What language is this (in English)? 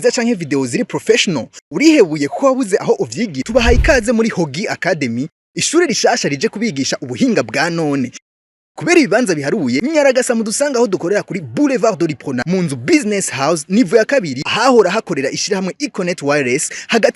Rundi